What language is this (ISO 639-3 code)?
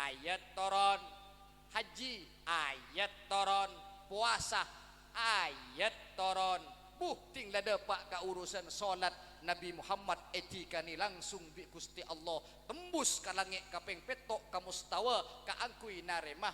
mad